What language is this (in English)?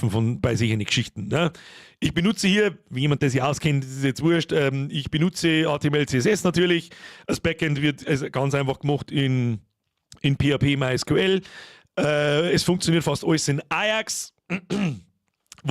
Bavarian